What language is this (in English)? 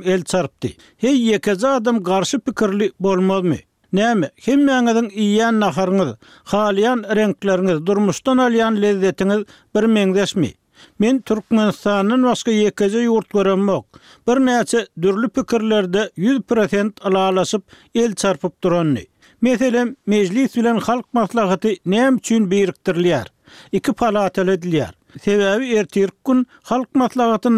Turkmen